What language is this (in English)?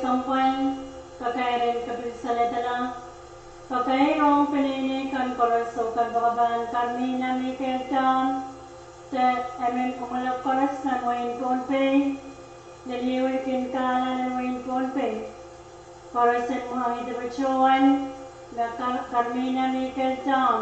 Pohnpeian